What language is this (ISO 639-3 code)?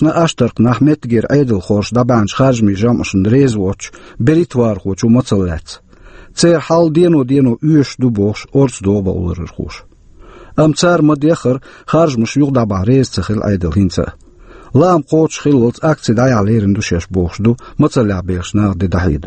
che